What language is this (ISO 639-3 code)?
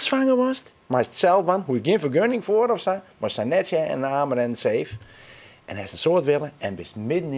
fry